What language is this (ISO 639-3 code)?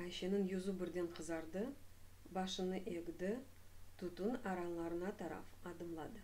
crh